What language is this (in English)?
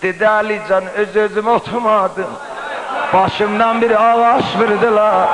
South Azerbaijani